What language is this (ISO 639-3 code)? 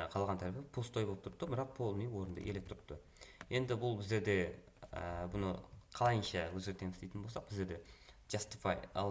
kaa